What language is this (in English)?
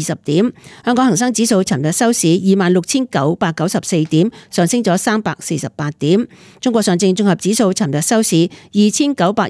Cantonese